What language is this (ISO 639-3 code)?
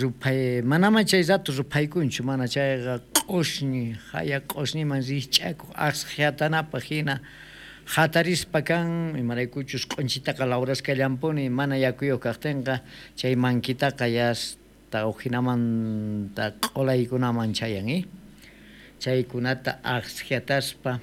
quh